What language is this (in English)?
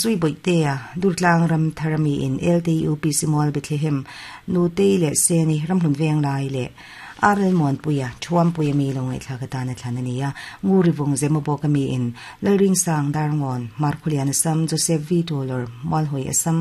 Mizo